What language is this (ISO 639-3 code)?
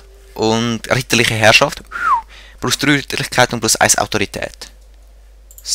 gsw